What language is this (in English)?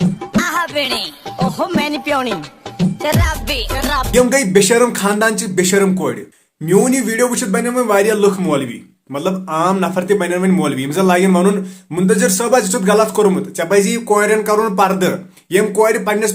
Kashmiri